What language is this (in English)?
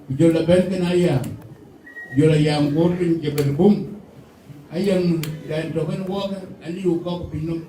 Dinka